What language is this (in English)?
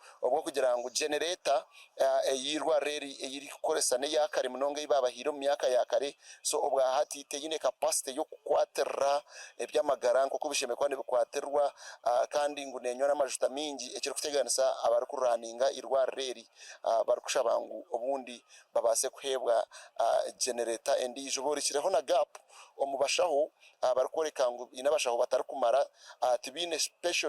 Nyankole